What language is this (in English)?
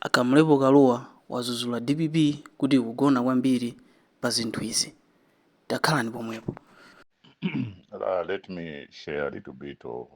Nyanja